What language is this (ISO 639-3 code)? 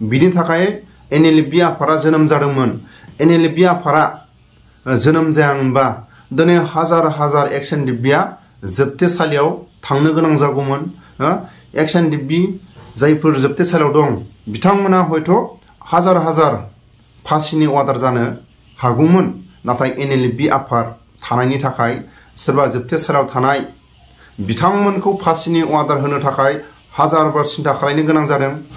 brx